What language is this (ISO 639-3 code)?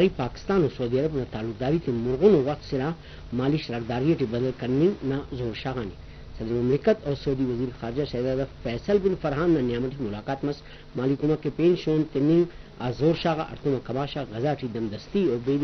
brh